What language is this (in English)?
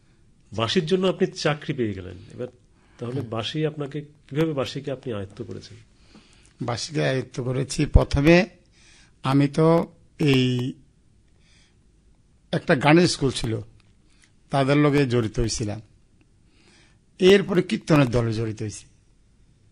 Bangla